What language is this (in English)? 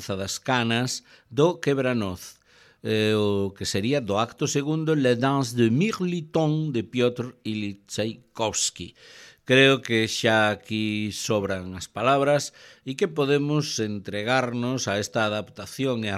Galician